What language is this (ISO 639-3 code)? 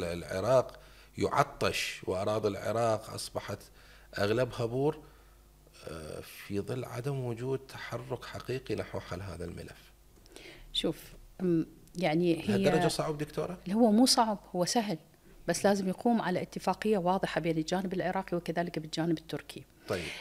acm